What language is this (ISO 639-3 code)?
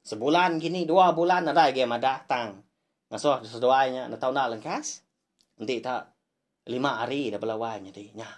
iba